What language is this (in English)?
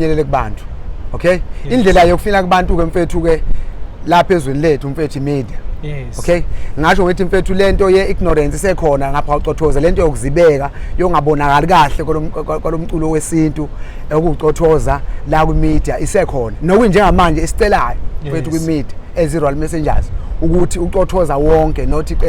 Zulu